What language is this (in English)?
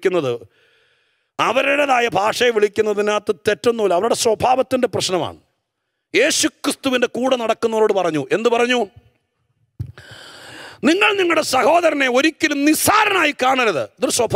Malayalam